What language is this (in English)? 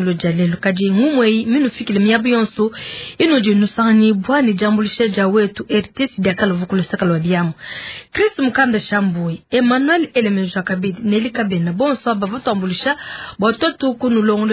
Luba-Lulua